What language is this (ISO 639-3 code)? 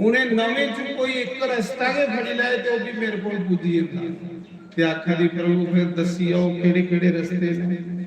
doi